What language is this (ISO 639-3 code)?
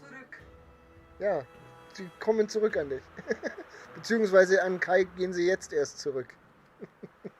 bar